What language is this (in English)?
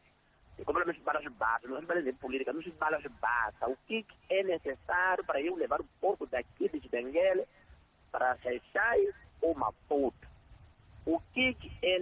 Tsonga